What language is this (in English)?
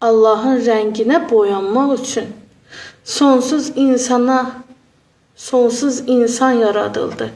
Azerbaijani